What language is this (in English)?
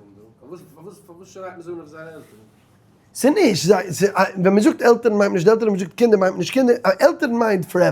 Yiddish